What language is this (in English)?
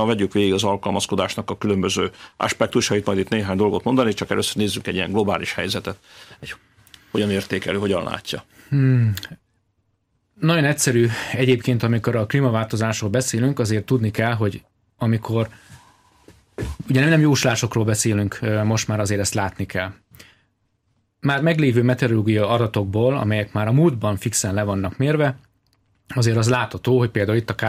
Hungarian